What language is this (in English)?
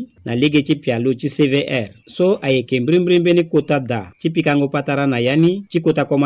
Sango